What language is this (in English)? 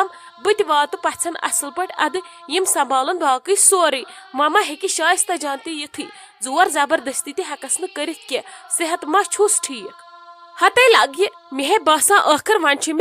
Kashmiri